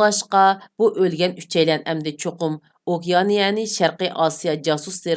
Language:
Uyghur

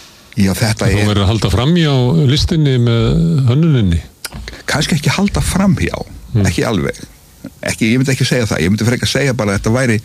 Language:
Icelandic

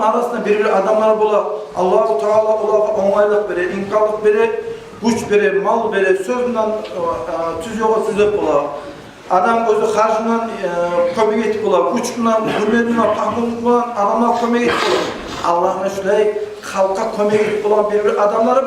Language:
Kumyk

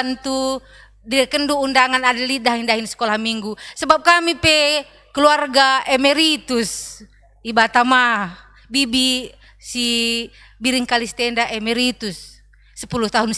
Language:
Batak Karo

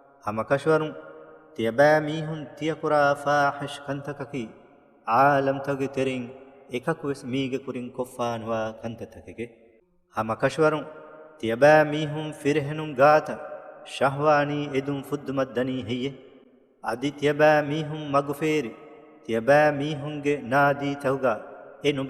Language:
Divehi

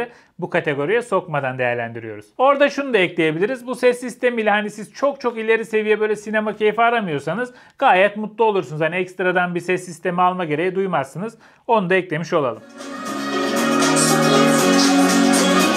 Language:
Turkish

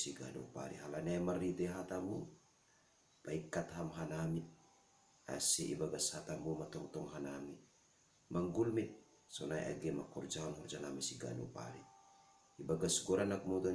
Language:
Batak Simalungun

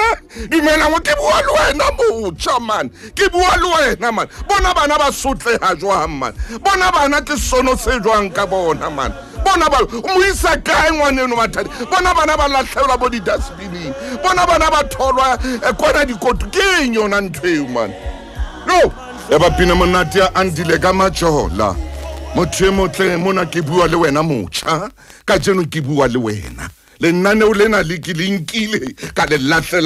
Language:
Southern Sotho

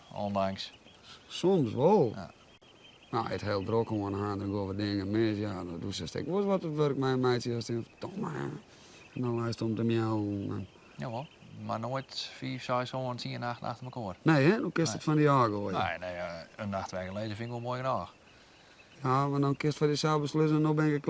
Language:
Western Frisian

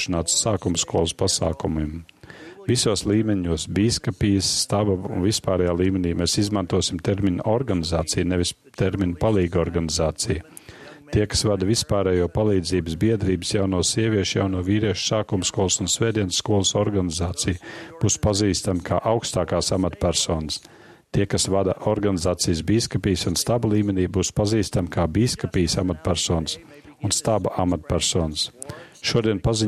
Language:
Latvian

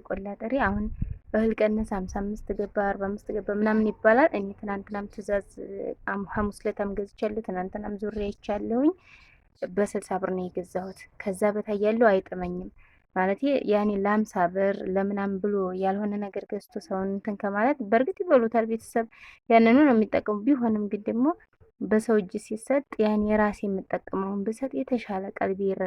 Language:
Amharic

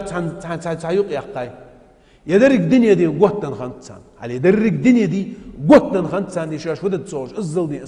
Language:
Ingush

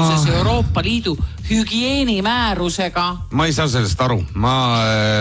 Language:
Estonian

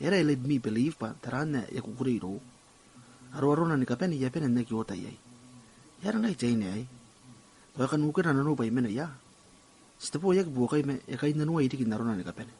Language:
Gilbertese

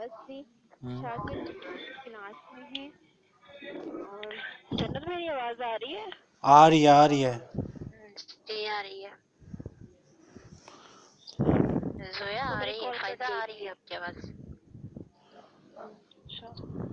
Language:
Urdu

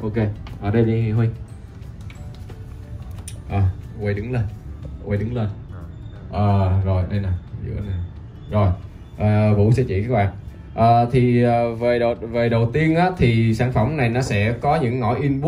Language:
Vietnamese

